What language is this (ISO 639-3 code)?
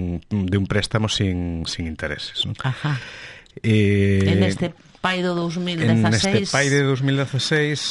glg